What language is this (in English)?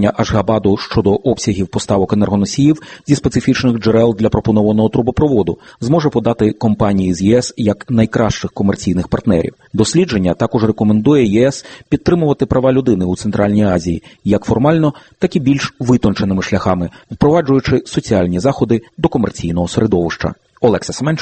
Ukrainian